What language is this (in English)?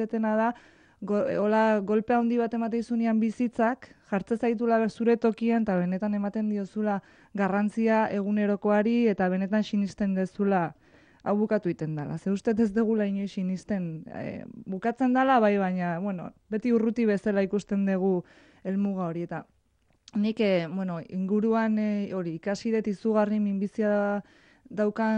Basque